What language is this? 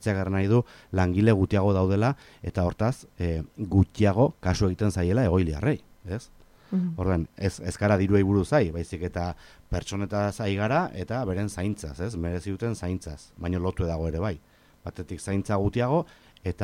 Basque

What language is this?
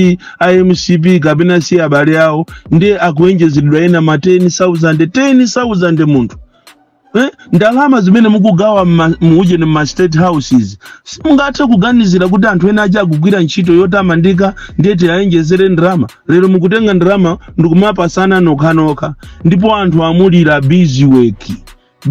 Nyanja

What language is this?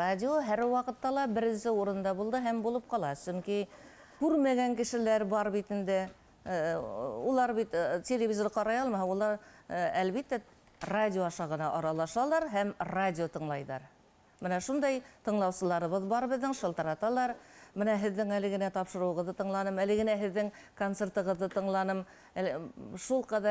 Bashkir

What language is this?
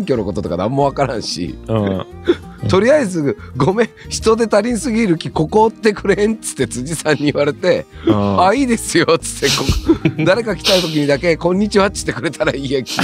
Japanese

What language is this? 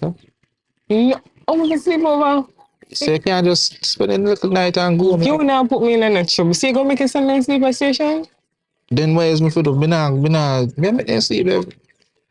Jamaican Creole English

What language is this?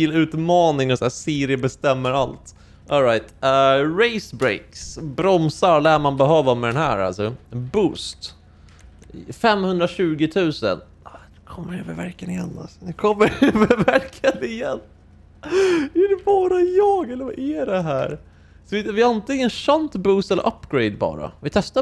Swedish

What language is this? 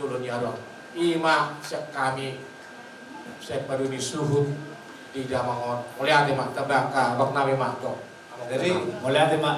Batak Toba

